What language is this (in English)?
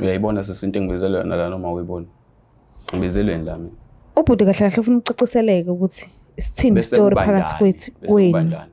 Zulu